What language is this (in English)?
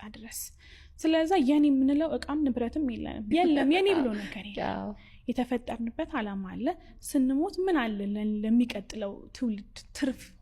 Amharic